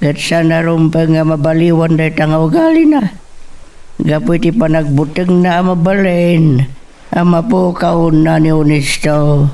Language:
Iloko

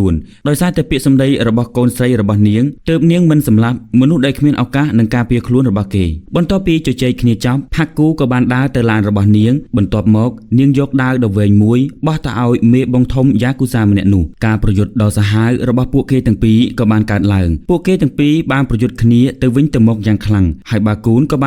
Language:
Khmer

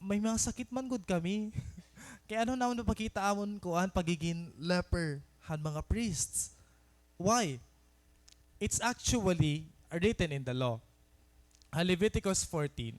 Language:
Waray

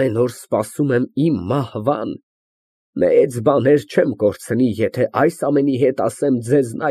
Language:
Armenian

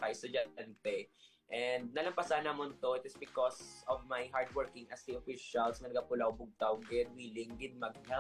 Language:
Hiligaynon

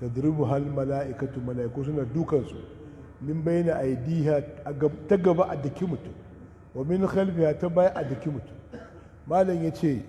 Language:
Hausa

